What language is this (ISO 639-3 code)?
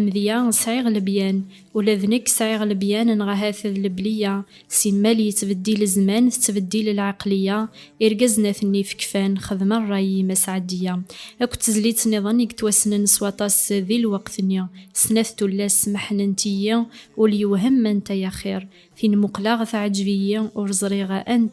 kab